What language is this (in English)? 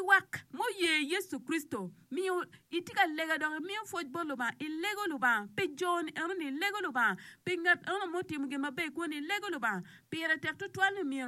Acoli